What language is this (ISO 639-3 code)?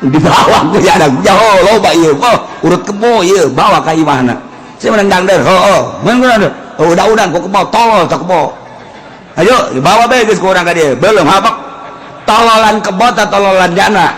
sun